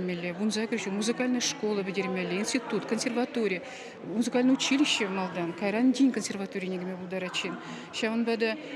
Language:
Chuvash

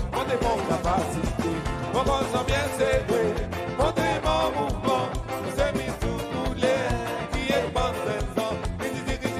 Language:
Seselwa Creole French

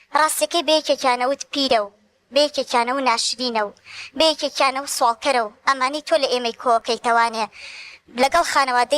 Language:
Central Kurdish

